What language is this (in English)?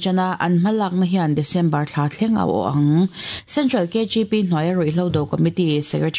Mizo